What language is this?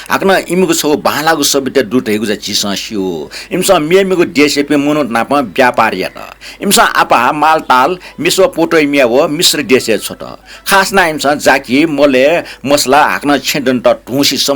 Newari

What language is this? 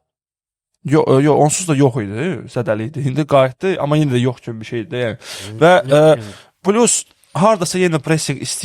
Azerbaijani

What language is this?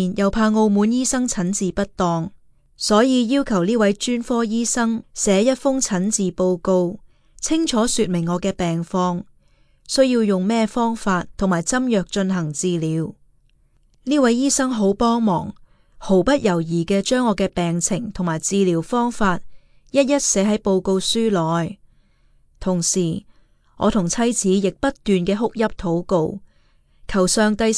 Cantonese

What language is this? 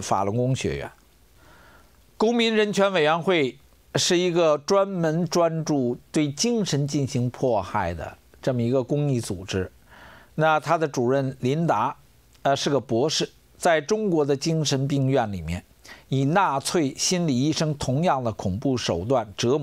Chinese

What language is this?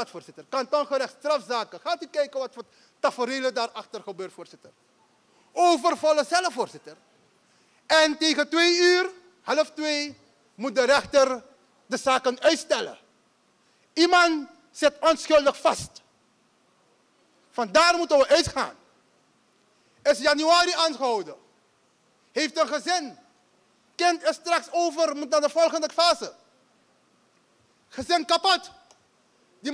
Dutch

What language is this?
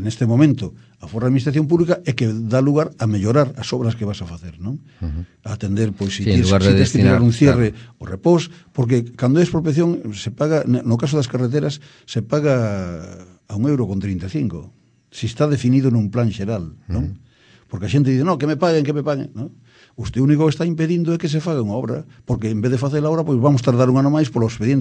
Galician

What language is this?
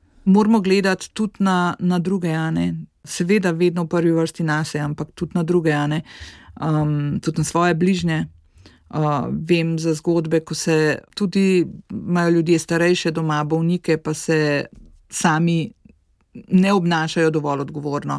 Slovenian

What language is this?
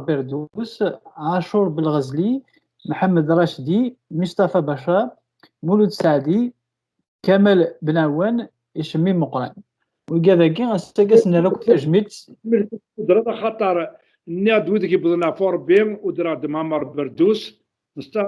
Kabyle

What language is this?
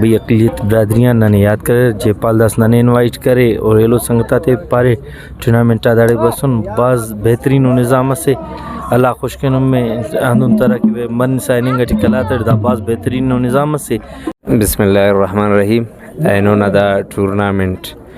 Brahui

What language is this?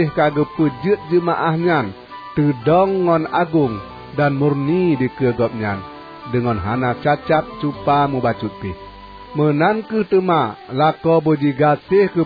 Achinese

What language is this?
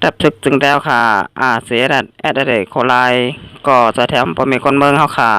Shan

